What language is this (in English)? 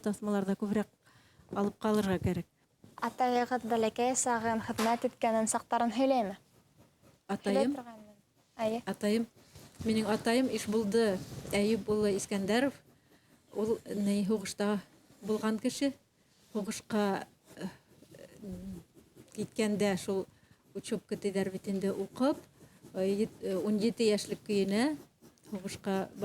Bashkir